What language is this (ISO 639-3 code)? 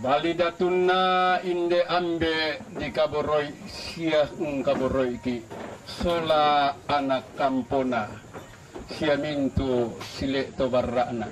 sda